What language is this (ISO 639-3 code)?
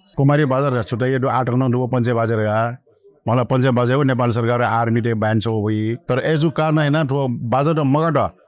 new